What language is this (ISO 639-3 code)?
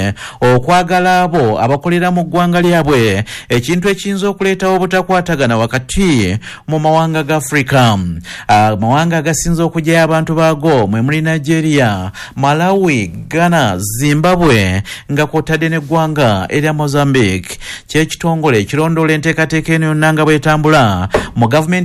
lug